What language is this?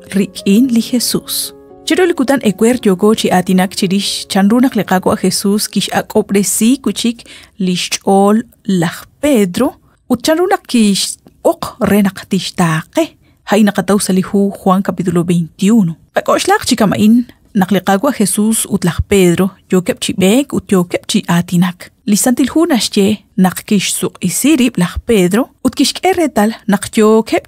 Kekchí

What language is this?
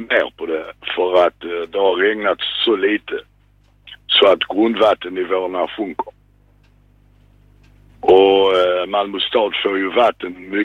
Swedish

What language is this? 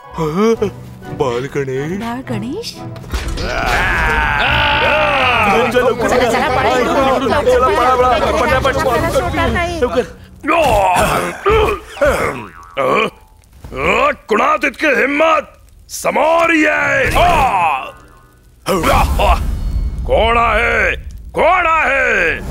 Marathi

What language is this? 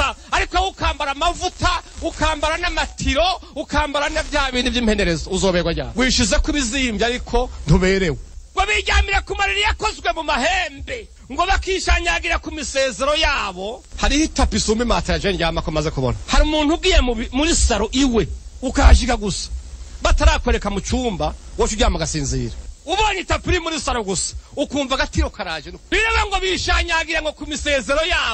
Rundi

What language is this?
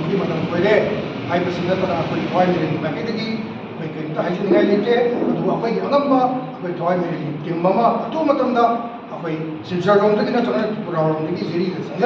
Manipuri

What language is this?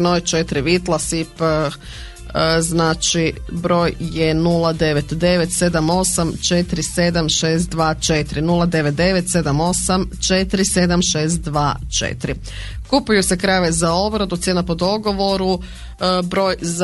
Croatian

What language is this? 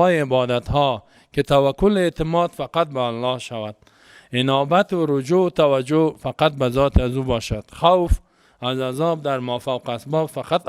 Persian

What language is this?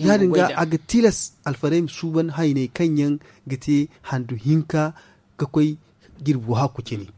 Zarma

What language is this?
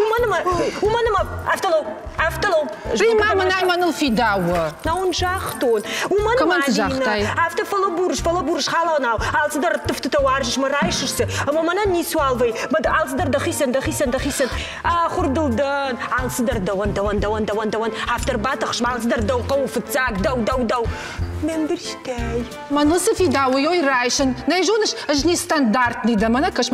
Ossetic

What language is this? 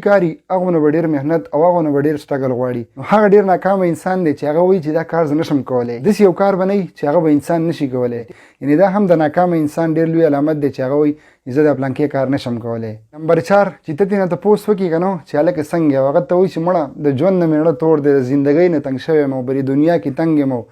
Pashto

